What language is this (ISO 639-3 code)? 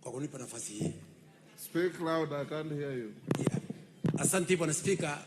guz